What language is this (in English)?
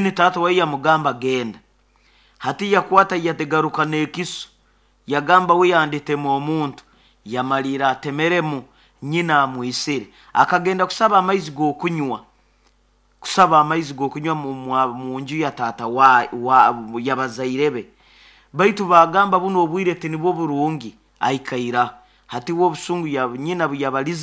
Nyoro